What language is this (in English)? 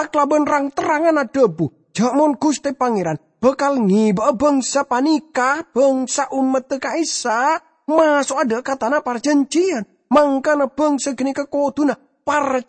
Madurese